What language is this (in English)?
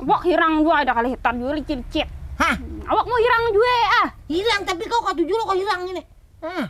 Banjar